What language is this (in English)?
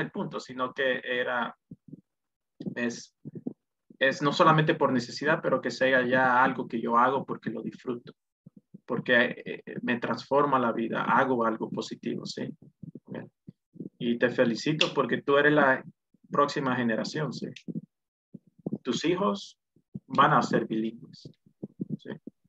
Spanish